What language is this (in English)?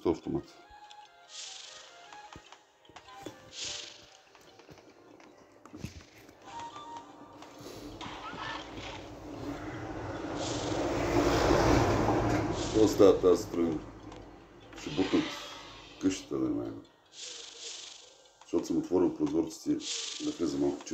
Bulgarian